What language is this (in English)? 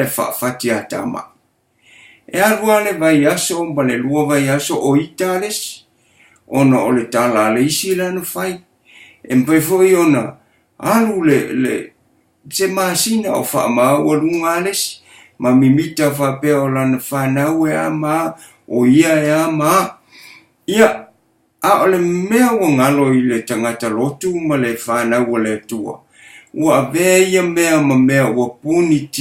Samoan